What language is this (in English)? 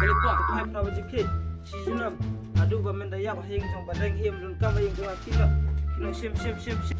Khasi